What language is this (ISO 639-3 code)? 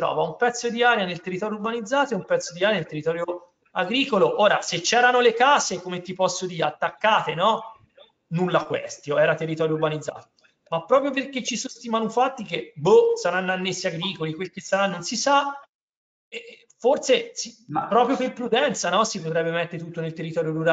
ita